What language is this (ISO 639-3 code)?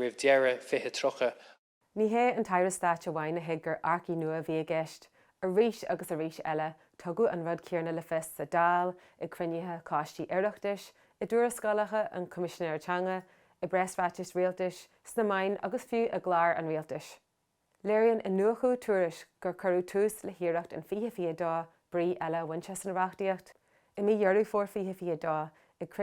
gle